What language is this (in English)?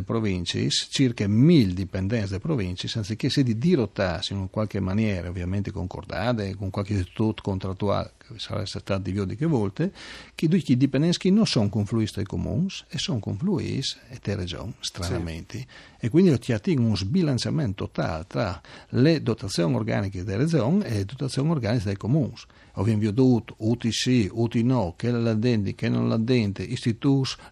Friulian